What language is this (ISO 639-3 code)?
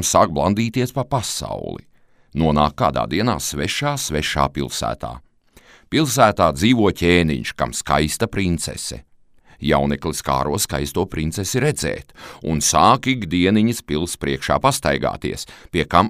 lav